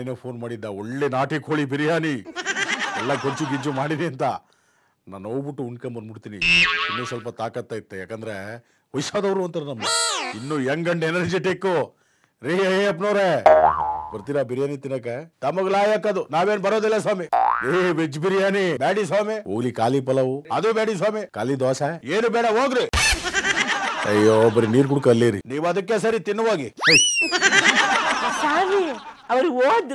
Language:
Kannada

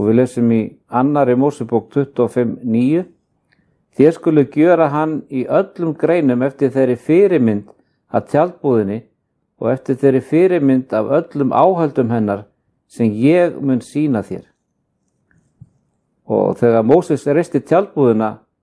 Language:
Icelandic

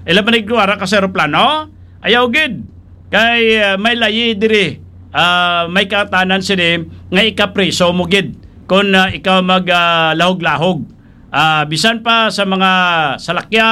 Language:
Hiligaynon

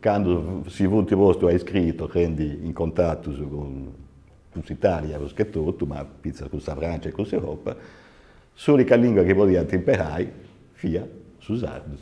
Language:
Sardinian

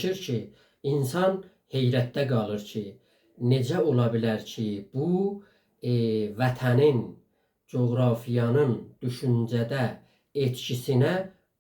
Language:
South Azerbaijani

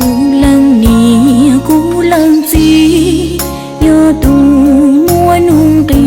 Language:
Hmong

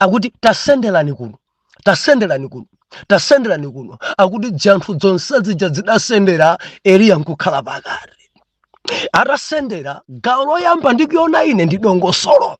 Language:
Nyanja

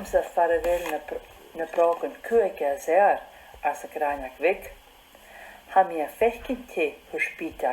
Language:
Scottish Gaelic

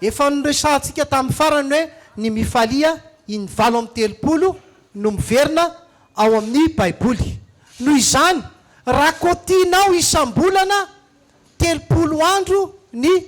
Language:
Malagasy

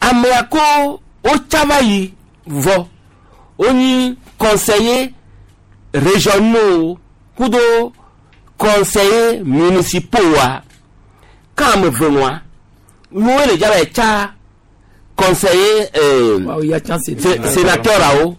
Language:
Gen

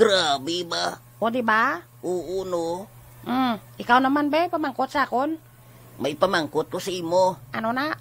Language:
Hiligaynon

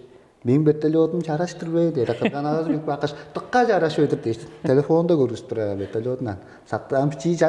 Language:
Tuvinian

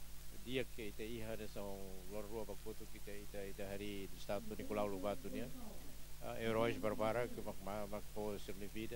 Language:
Tetum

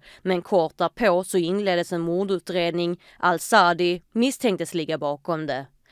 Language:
Swedish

